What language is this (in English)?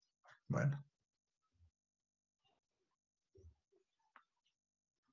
Spanish